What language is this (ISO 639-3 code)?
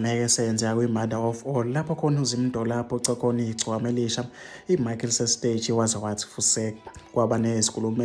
zul